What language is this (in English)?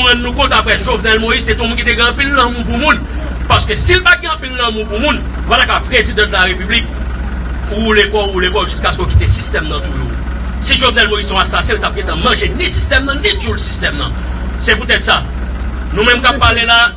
Haitian Creole